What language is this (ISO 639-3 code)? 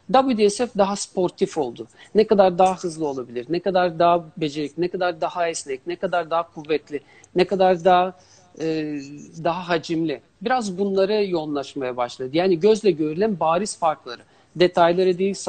tur